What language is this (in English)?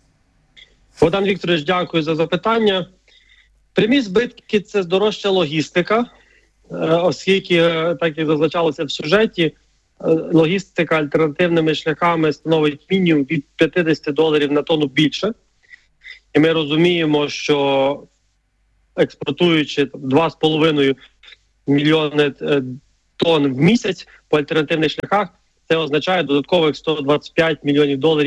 Ukrainian